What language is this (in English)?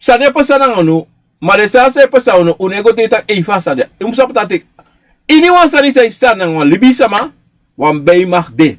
Sranan Tongo